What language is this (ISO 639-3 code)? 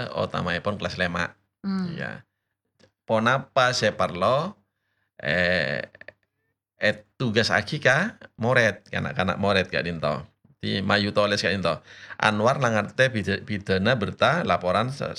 mad